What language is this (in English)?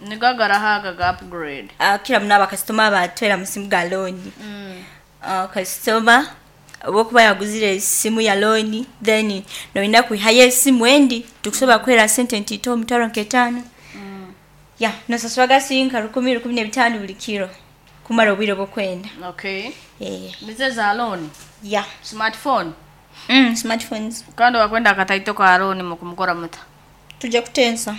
Nyoro